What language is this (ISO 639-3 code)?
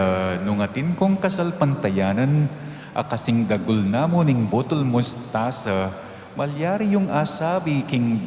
pam